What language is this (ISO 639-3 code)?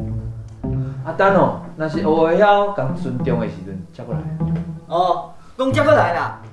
nan